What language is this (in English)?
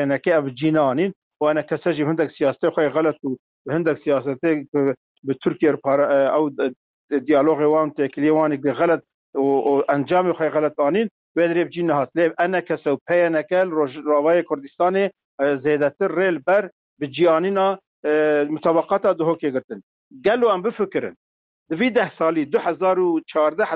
Kurdish